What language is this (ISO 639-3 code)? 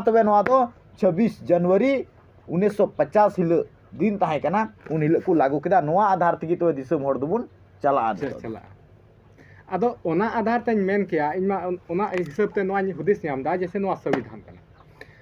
sat